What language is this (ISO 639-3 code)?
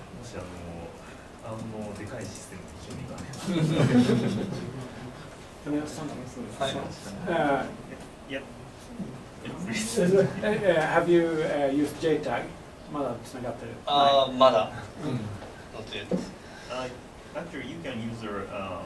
jpn